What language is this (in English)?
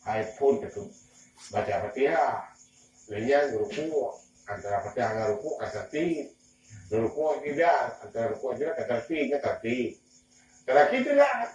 Achinese